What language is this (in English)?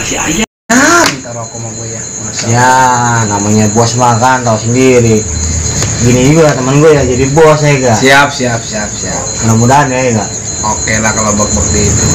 Betawi